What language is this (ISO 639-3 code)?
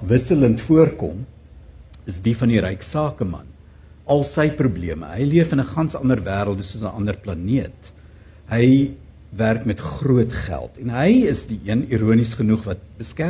afr